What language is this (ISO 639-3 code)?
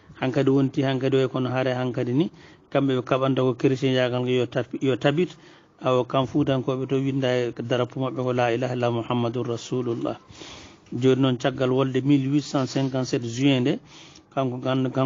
ful